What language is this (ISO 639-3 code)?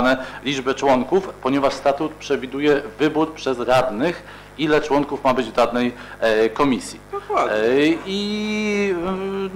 pol